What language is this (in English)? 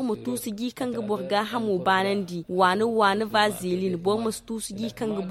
Zarma